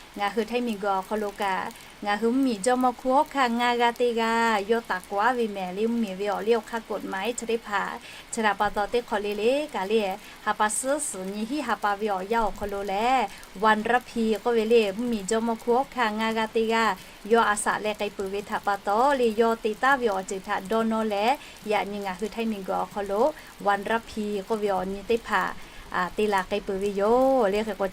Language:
Lahu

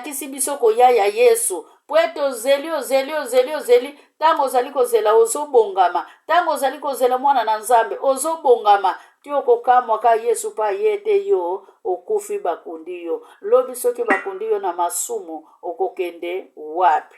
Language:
Lingala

